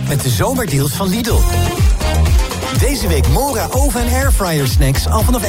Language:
Dutch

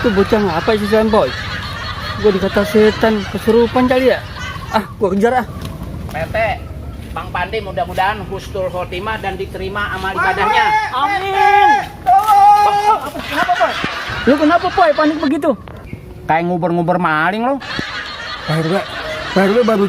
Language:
Betawi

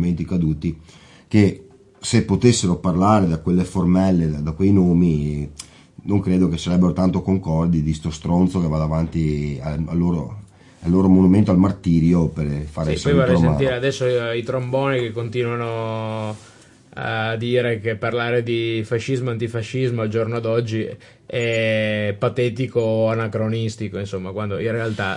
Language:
Italian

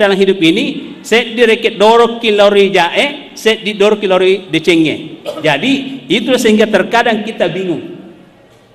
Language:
Indonesian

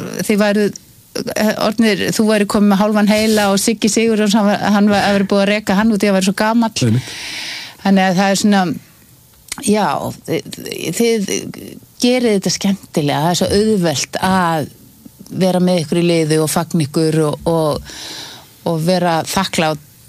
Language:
Icelandic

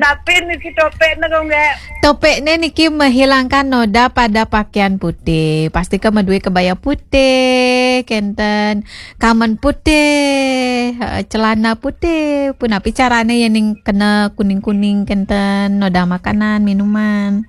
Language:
Balinese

